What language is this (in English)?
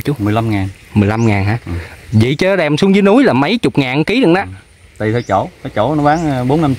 Vietnamese